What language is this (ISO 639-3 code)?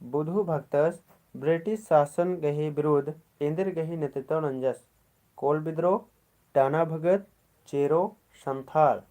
kru